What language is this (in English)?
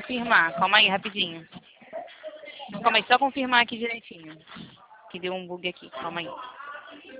Portuguese